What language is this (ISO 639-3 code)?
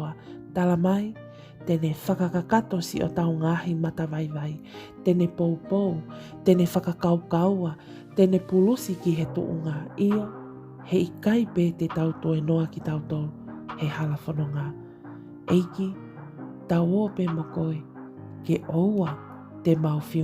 ton